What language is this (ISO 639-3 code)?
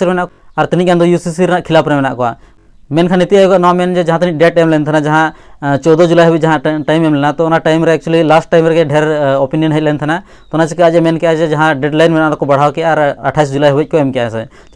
sat